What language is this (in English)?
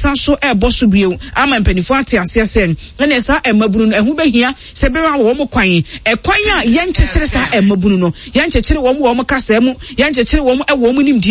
Akan